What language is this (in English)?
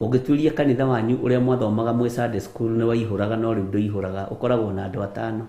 Kikuyu